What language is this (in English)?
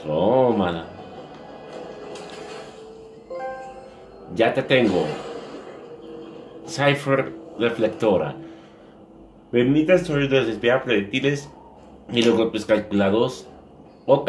Spanish